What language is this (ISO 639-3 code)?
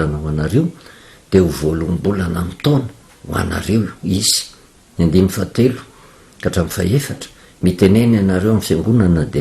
mlg